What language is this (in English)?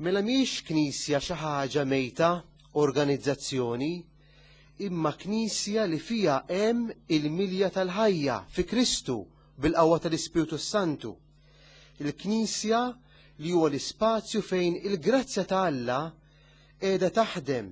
Maltese